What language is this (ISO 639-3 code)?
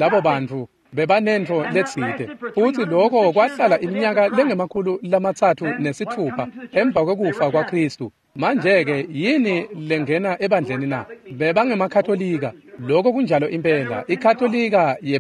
ssw